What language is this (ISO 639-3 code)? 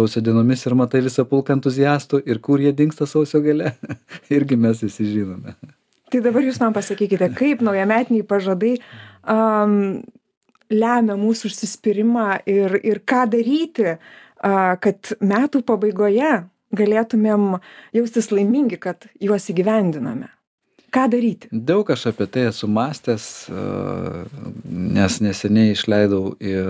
lit